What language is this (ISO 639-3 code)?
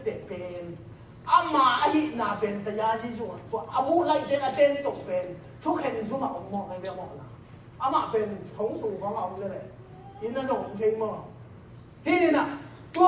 ctd